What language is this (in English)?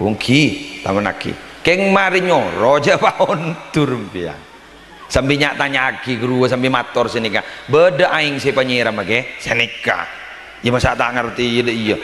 Madurese